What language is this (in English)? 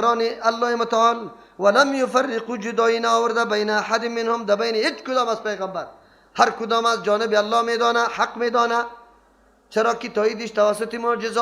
Persian